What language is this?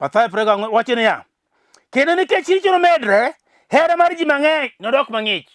Luo (Kenya and Tanzania)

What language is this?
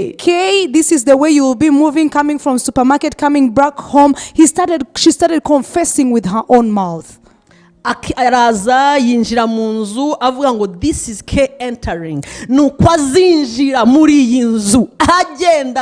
Kinyarwanda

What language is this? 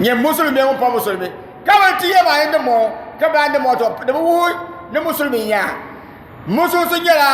Dagbani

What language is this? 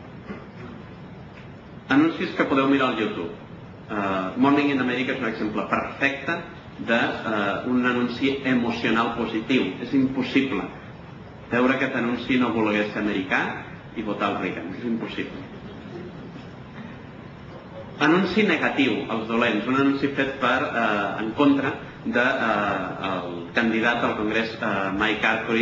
Catalan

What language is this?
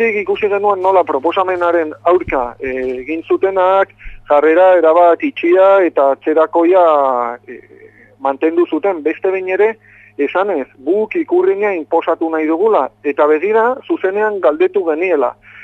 Basque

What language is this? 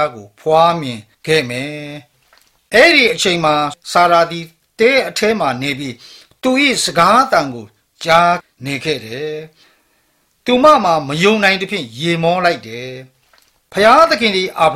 Burmese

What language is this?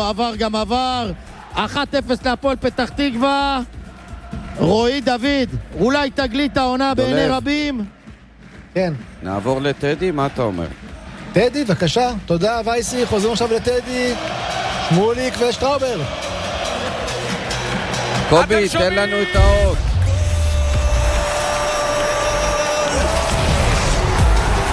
Hebrew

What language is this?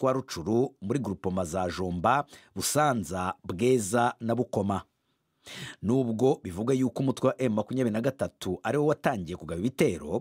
Kinyarwanda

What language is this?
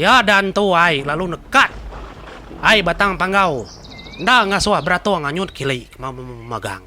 Iban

